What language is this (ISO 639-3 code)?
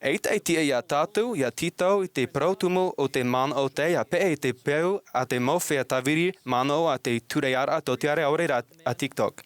tah